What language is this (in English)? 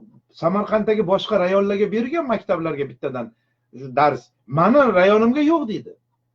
Uzbek